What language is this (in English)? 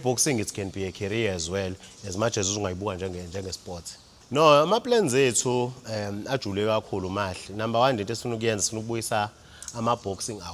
Zulu